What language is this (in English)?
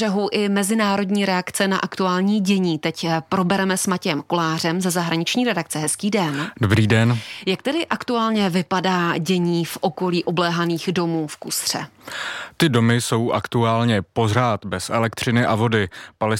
Czech